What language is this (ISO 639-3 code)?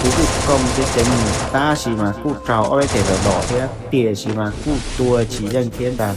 hmn